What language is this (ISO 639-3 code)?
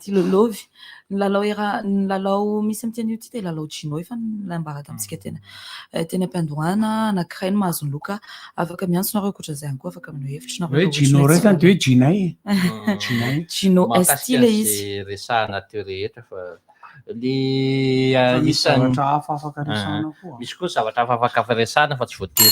mlg